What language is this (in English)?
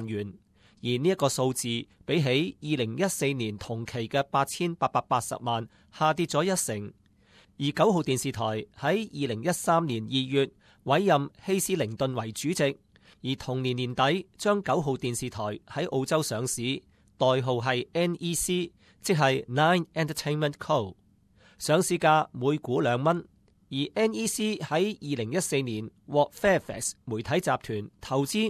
Cantonese